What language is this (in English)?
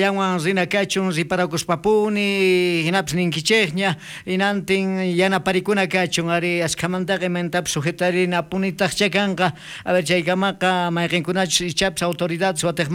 South Bolivian Quechua